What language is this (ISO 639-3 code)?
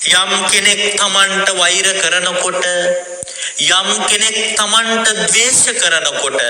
sin